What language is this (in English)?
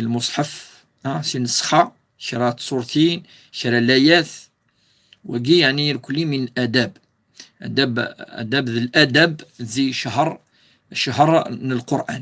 Kabyle